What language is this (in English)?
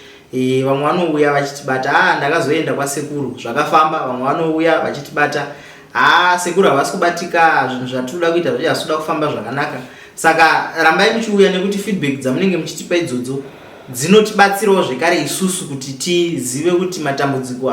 Shona